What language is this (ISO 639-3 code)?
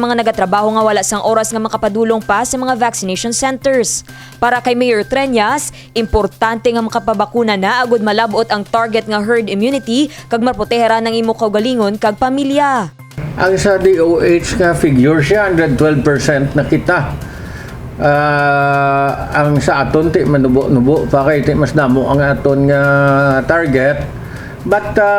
hil